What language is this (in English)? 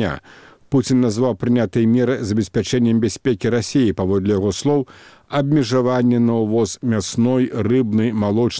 Belarusian